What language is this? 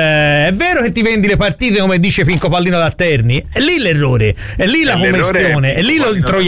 Italian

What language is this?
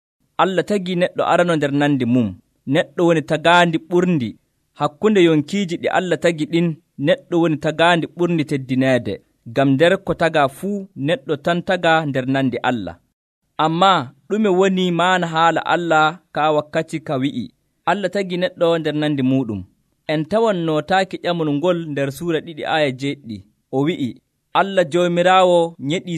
Nigerian Fulfulde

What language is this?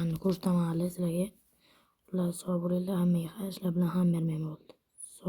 Uzbek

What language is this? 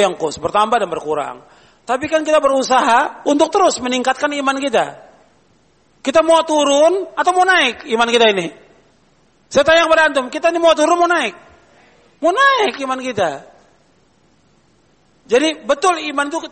Indonesian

